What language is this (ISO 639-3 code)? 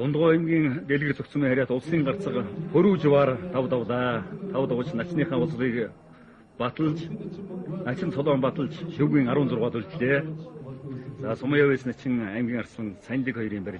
mon